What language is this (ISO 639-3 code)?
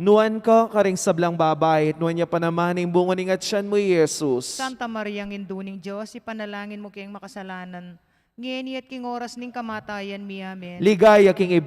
pam